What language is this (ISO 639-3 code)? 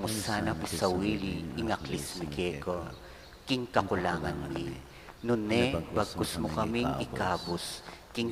pam